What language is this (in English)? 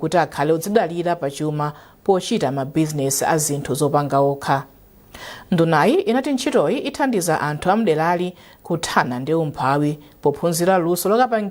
Nyanja